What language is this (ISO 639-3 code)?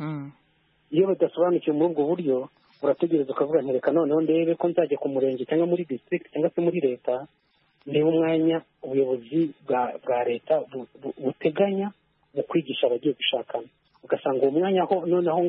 kin